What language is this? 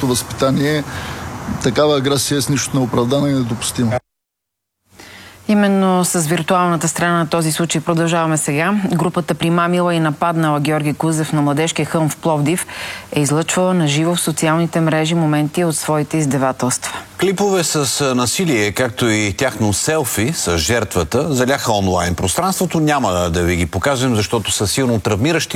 Bulgarian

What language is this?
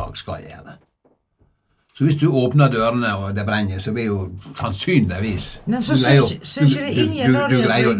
Norwegian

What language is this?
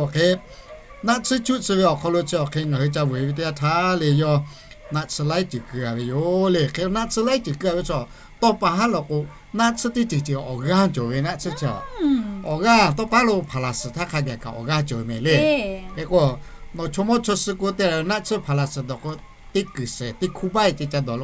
Lahu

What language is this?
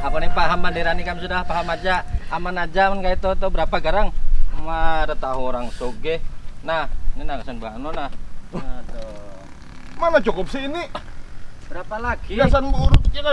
Banjar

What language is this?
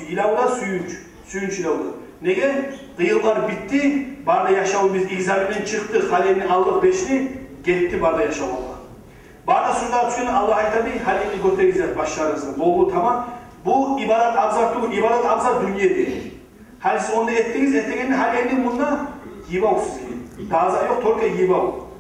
Kumyk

